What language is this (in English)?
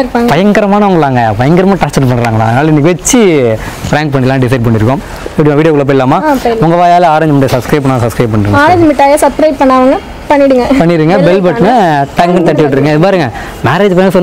Tamil